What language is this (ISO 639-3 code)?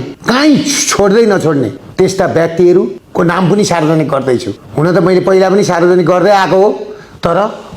nep